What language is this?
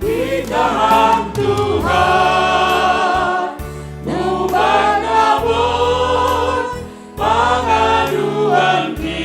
Batak Simalungun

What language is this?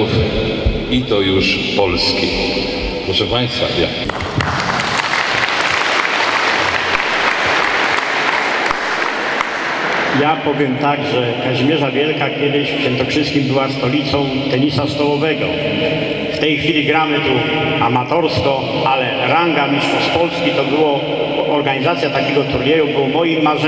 Polish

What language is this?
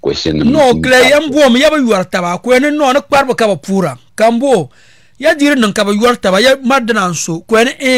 Dagbani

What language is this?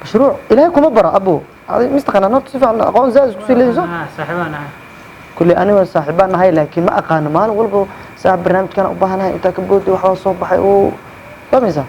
Somali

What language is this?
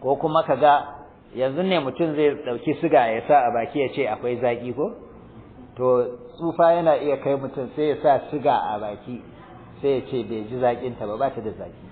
Hausa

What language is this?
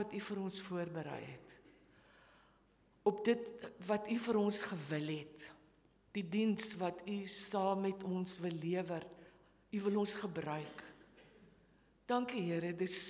Afrikaans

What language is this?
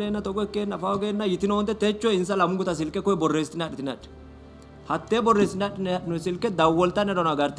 Sidamo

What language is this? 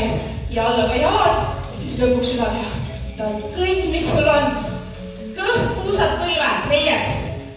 Estonian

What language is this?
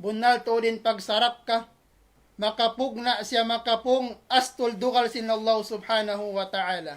Tausug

